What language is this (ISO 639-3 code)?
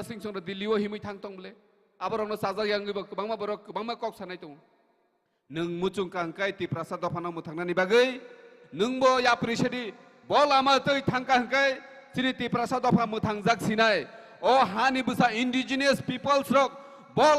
trp